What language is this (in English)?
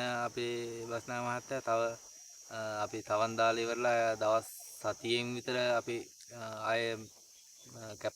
Sinhala